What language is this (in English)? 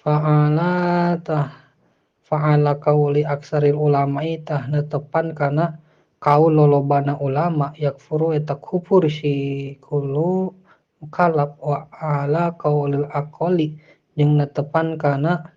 Sundanese